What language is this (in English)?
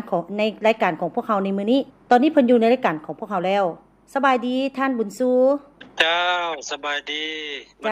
Lao